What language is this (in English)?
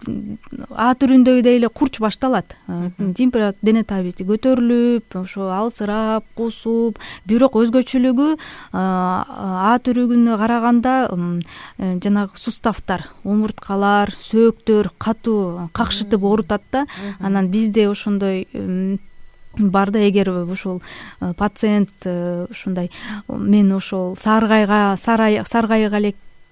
Kyrgyz